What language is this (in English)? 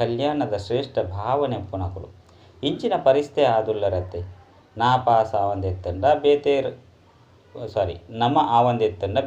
Tulu